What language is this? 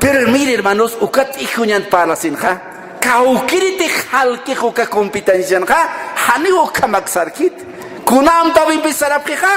Aymara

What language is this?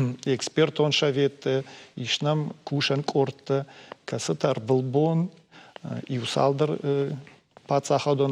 Ossetic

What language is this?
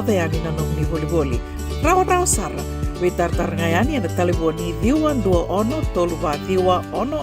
Fijian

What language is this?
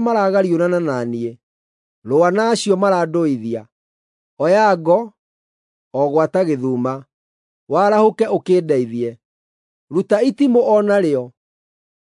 Kikuyu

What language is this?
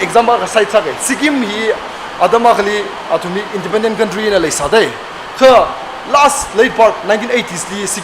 Tangkhul Naga (India)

